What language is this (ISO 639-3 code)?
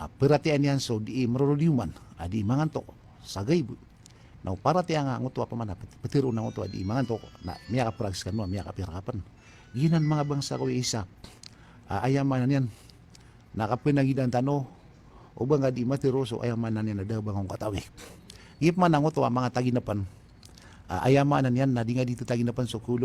mrw